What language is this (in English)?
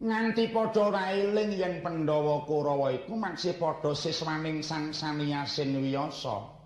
Javanese